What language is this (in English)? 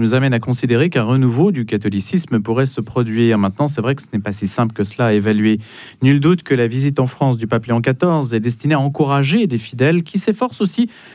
French